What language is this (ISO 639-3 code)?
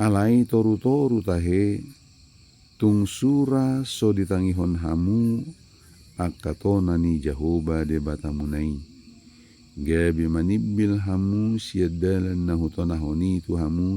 bbc